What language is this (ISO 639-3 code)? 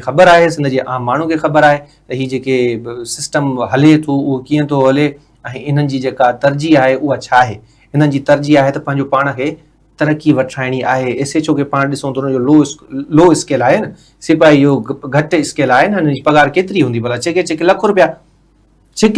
snd